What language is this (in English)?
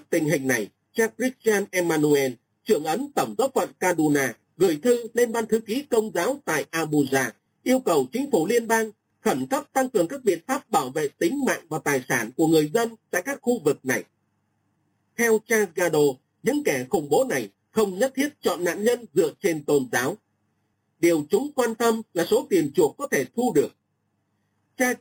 Vietnamese